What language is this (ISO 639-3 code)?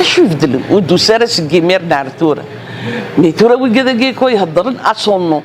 kab